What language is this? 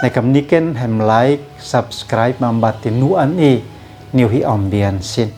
Uab Meto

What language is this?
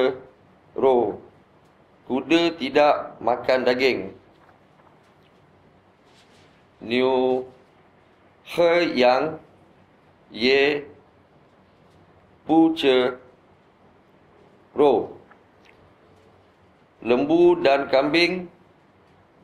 Malay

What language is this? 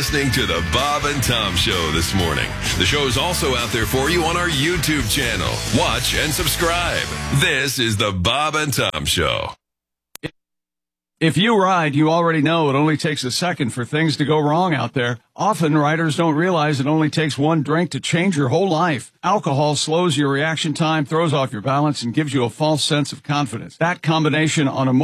English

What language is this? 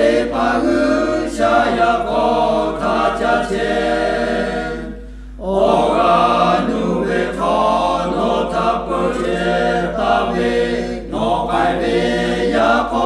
Lahu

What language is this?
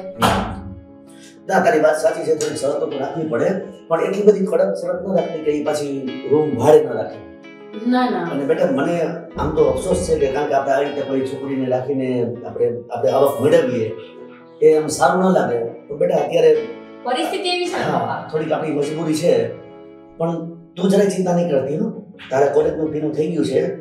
Gujarati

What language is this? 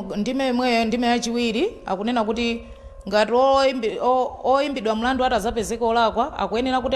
Nyanja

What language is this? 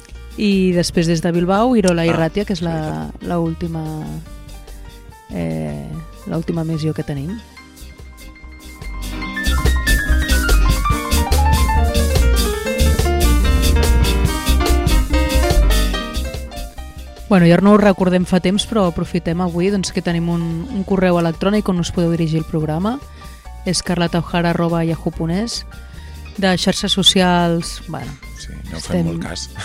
Catalan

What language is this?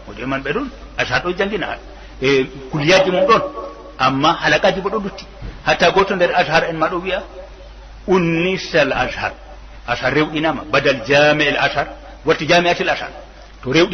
Fula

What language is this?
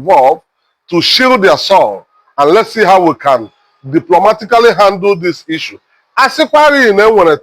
Igbo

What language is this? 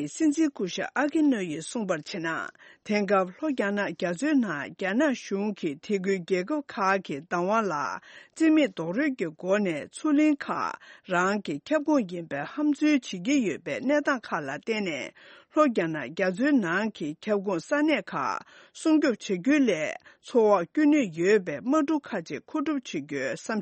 Tibetan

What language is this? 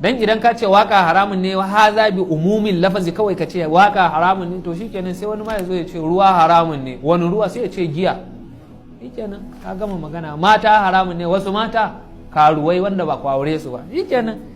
Hausa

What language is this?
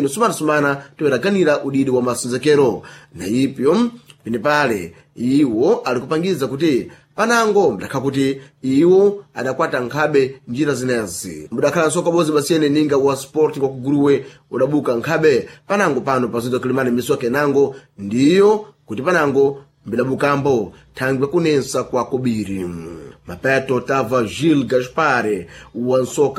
Sena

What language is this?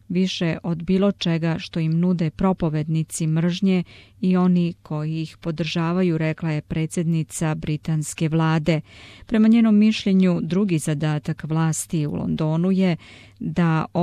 Croatian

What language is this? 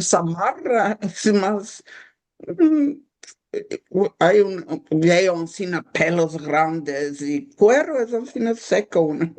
Ladino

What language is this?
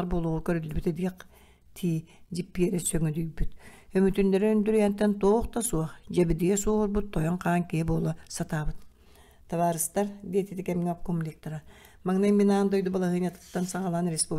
Yakut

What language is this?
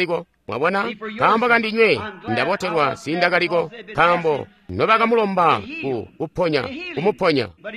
Tonga (Zambia)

